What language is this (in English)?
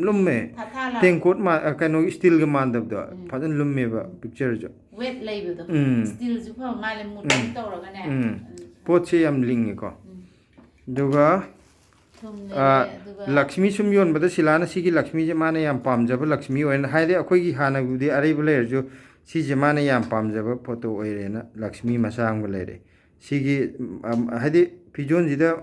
Manipuri